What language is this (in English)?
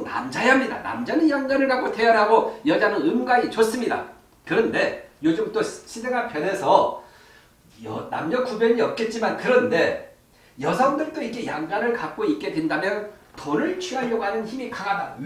Korean